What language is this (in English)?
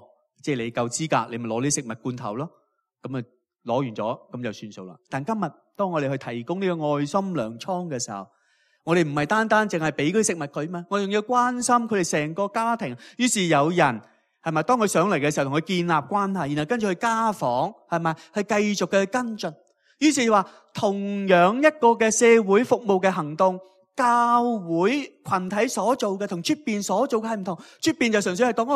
Cantonese